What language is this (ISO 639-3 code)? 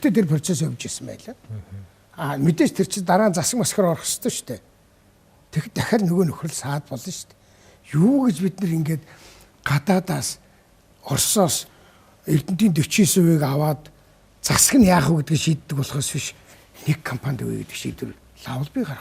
mon